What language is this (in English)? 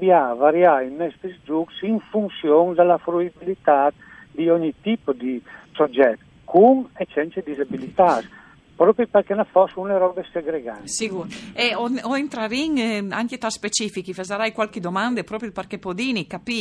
Friulian